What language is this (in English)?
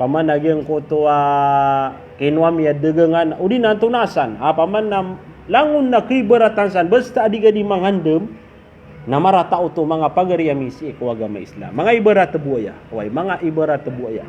Maranao